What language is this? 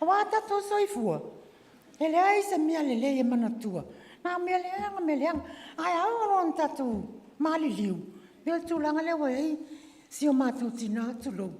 Samoan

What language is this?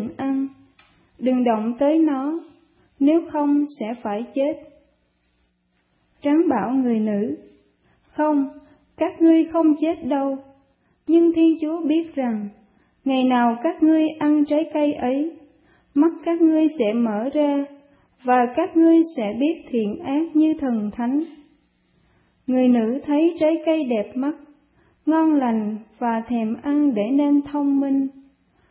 Vietnamese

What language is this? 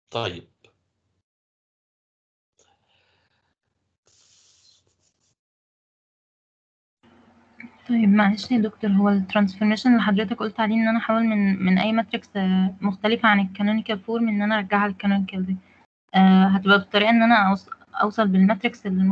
Egyptian Arabic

